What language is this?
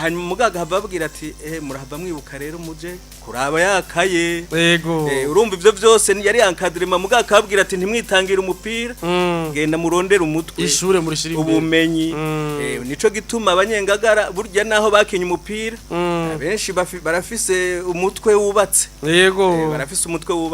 Rundi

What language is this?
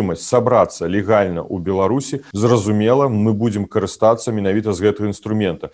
Belarusian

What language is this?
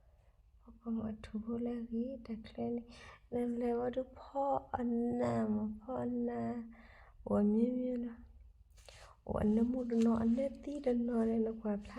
S'gaw Karen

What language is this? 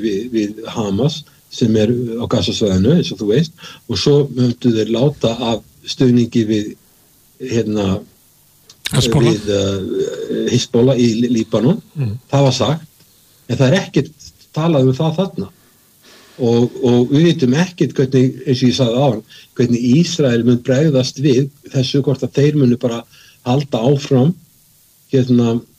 Icelandic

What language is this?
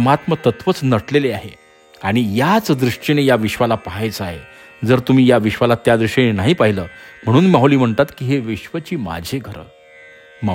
Marathi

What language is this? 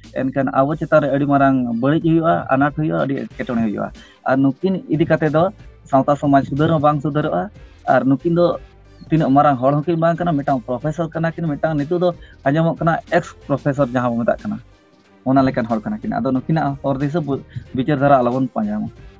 Santali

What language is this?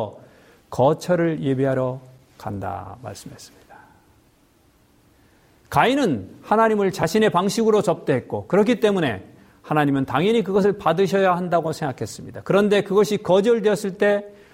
Korean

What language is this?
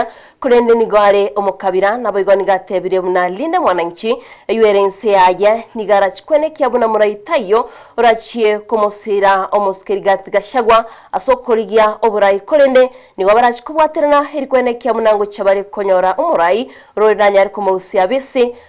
Gusii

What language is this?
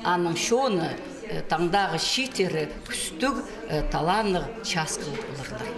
Khakas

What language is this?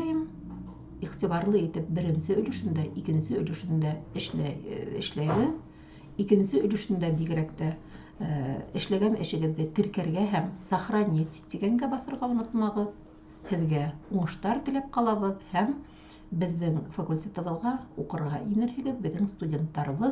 Bashkir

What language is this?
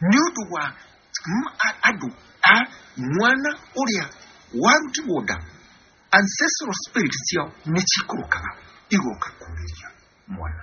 Kikuyu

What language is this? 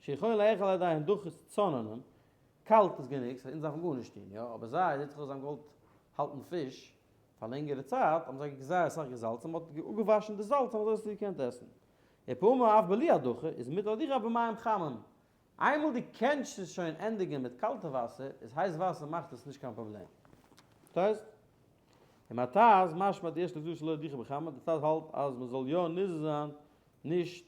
Yiddish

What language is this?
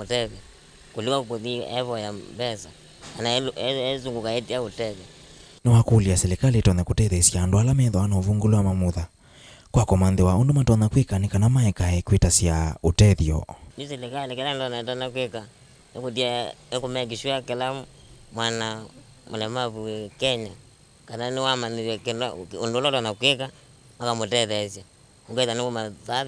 Kamba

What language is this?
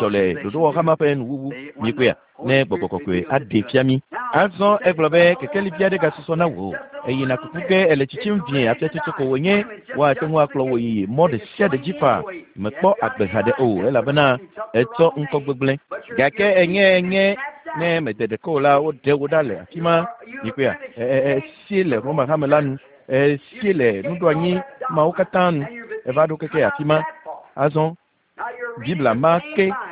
Ewe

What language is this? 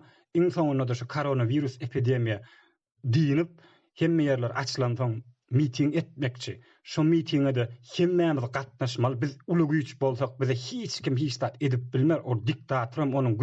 Turkmen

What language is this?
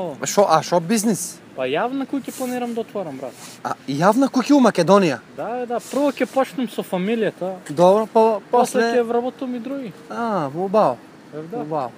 Macedonian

